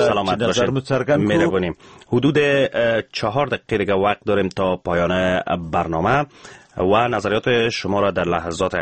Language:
Persian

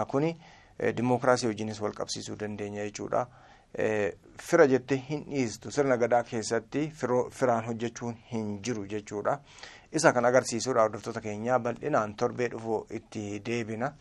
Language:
Oromo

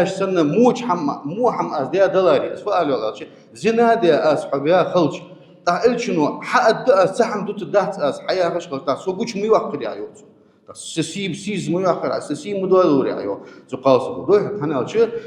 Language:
Ingush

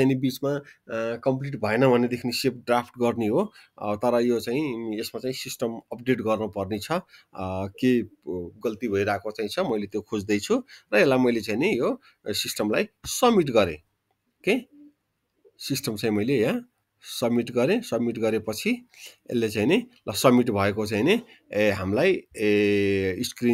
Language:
Nepali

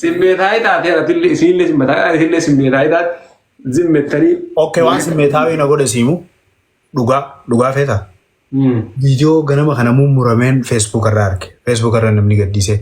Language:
Oromo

